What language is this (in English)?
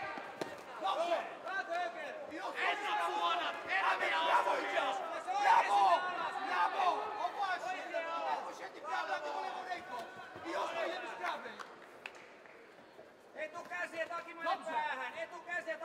Finnish